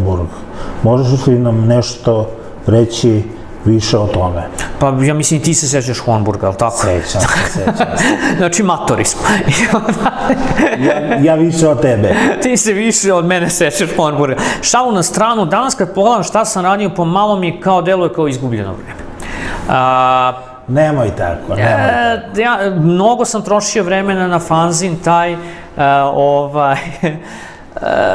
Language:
Serbian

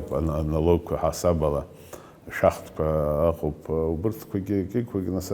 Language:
Abkhazian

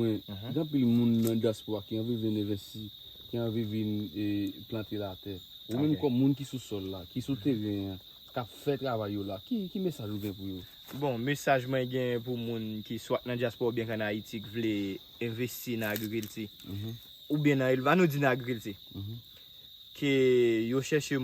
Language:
Haitian Creole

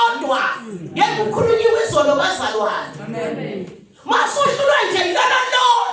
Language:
Zulu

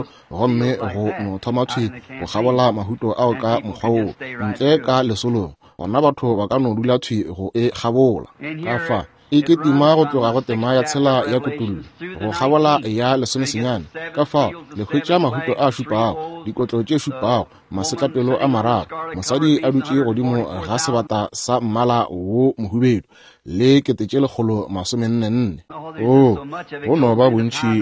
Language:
Northern Sotho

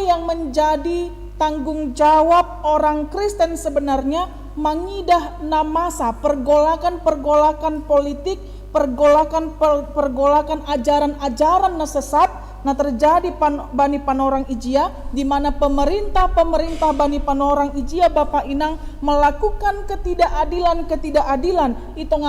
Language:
Batak Simalungun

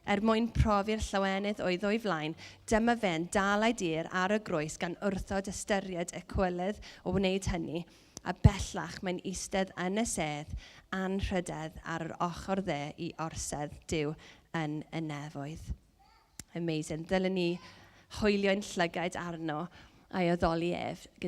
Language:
Welsh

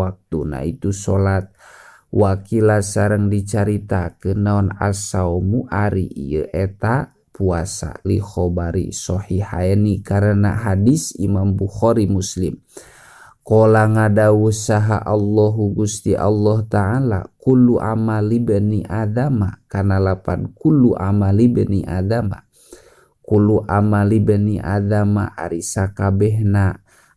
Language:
Sundanese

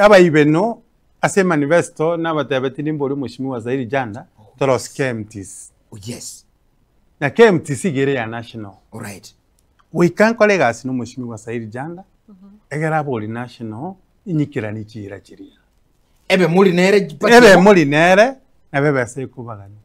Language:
Gusii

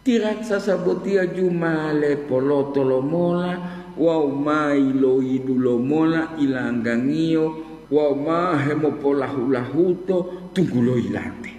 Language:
Gorontalo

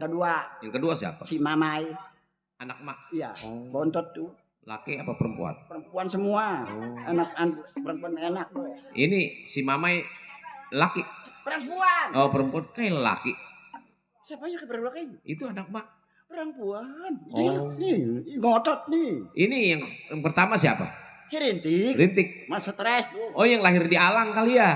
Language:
Betawi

